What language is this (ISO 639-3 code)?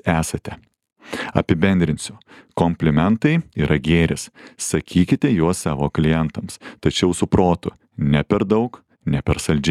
lit